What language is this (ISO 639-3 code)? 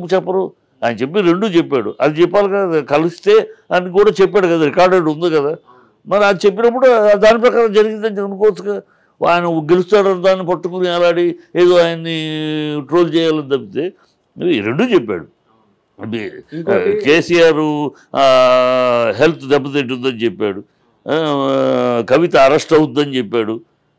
tel